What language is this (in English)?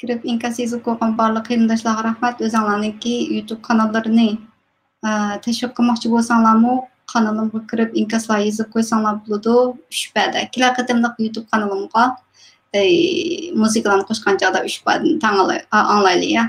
Uyghur